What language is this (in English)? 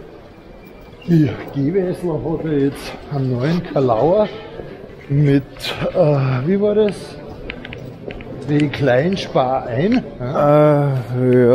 German